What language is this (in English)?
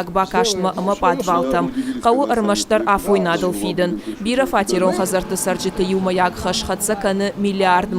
Ossetic